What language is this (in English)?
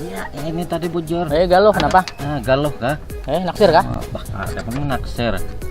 Banjar